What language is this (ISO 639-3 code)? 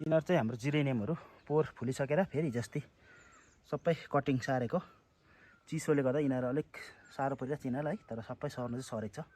nep